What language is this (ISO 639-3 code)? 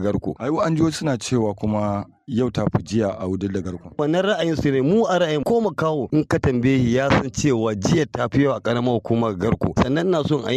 hau